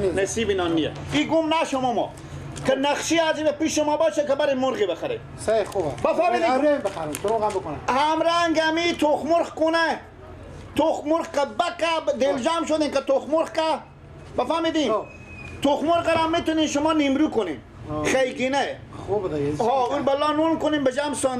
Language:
Persian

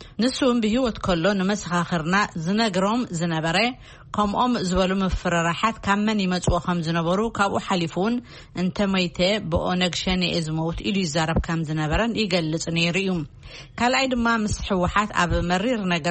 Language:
Tigrinya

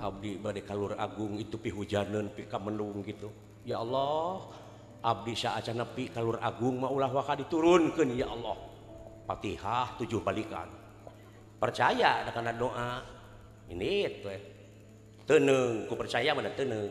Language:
Sundanese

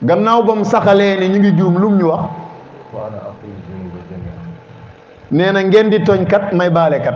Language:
Wolof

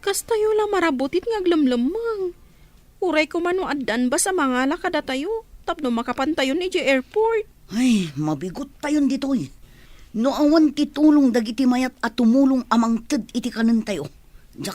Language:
Iloko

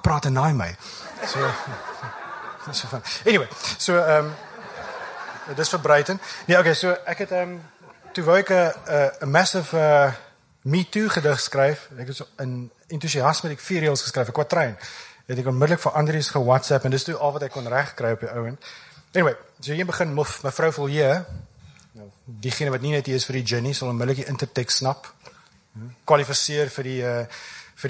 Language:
Afrikaans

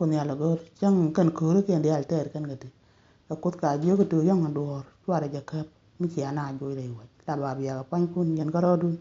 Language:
Nuer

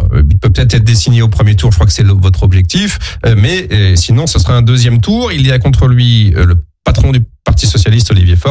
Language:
French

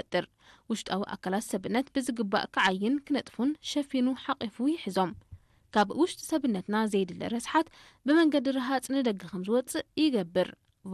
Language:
Tigrinya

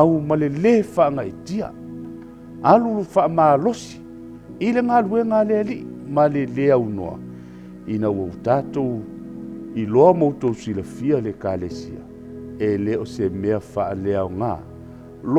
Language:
Samoan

